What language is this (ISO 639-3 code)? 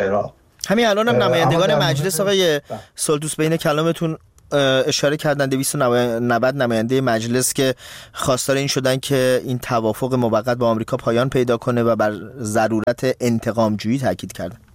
fas